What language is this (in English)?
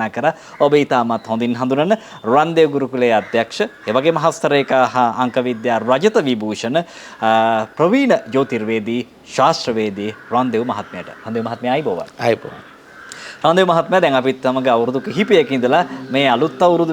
Sinhala